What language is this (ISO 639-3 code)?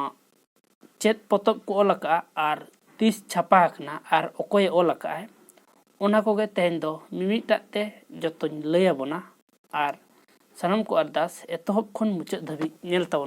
sat